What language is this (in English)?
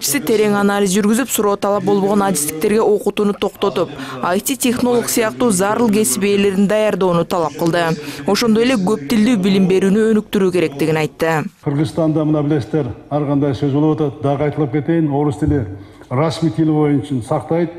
Kyrgyz